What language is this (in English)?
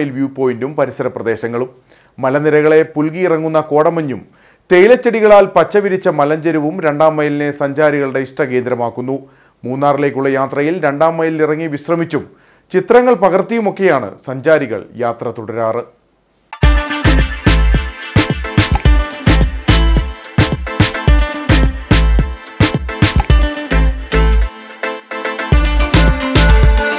Malayalam